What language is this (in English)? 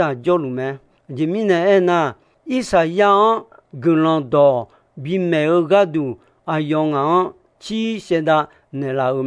Akha